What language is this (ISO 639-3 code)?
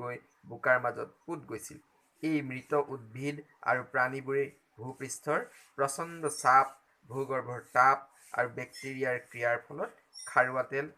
asm